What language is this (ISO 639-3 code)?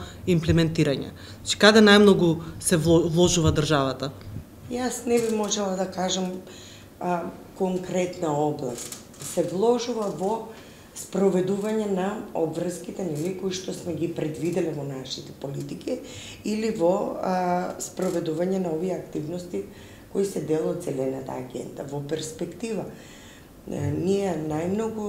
mkd